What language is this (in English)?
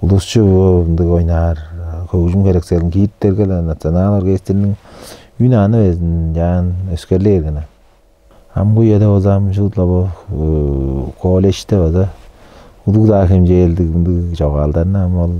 Tuvinian